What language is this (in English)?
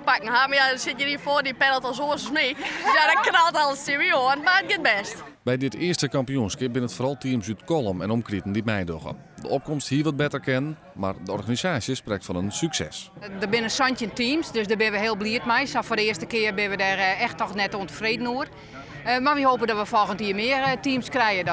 Western Frisian